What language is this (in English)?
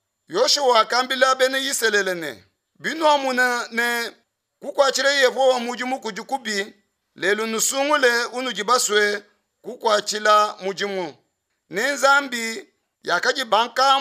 Luba-Lulua